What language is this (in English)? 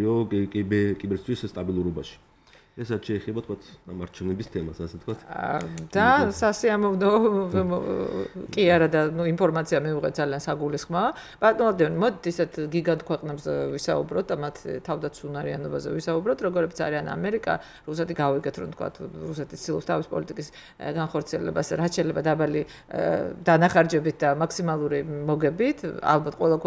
Georgian